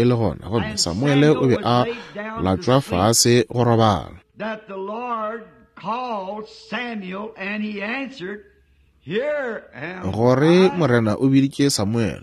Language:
Northern Sotho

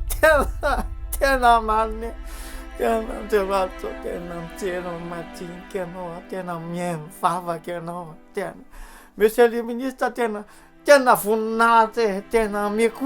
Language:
Malagasy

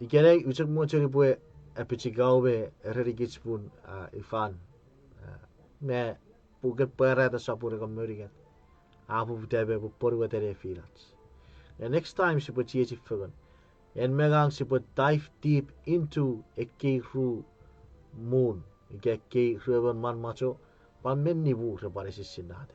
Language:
Chuukese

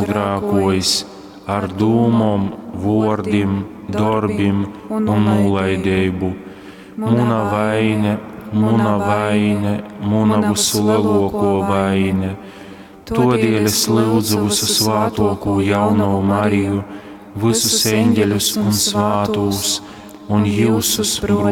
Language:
Latgalian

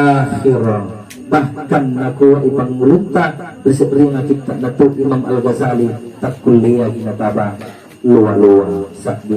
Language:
Makasar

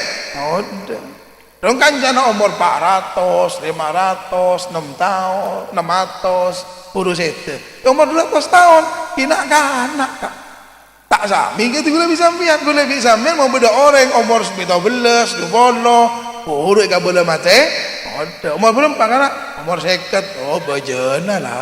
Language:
Madurese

